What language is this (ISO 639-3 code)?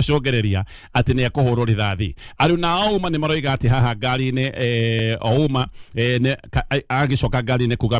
kik